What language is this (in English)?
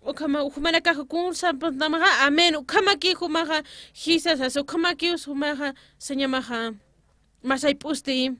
Aymara